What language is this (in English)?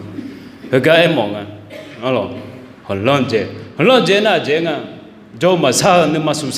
Akha